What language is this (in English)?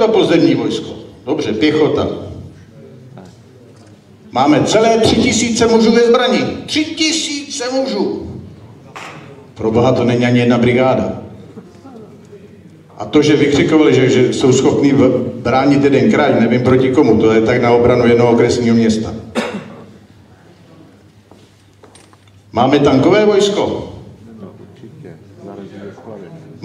Czech